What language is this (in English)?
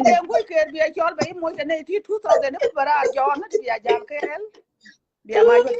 Nuer